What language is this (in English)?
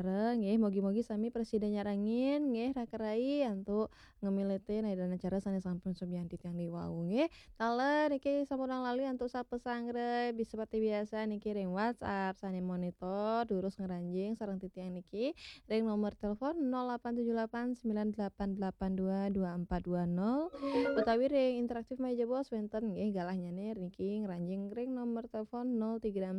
Balinese